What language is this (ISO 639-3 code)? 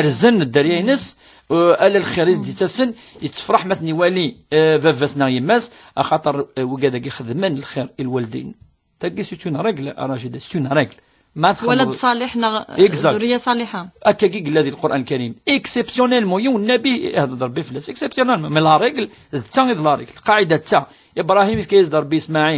kab